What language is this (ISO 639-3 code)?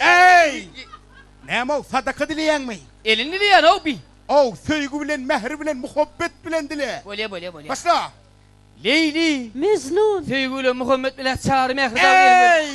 tuk